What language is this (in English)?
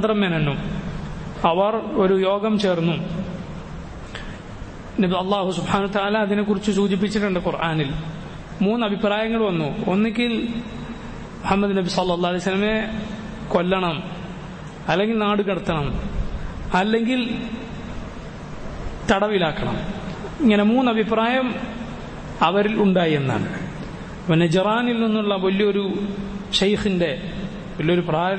Malayalam